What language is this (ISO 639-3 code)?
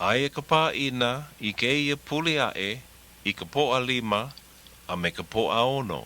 haw